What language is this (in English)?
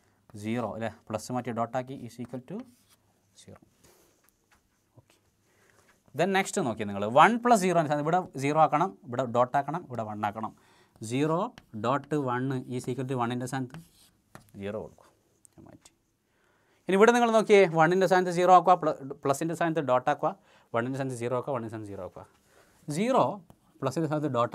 Malayalam